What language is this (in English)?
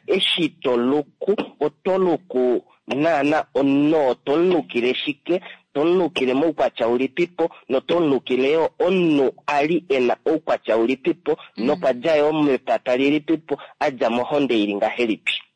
Kuanyama